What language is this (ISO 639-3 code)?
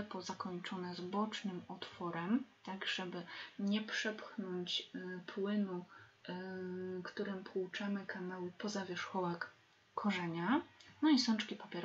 pol